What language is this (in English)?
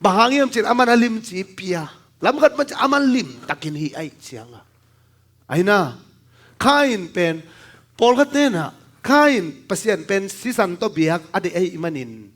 Tedim Chin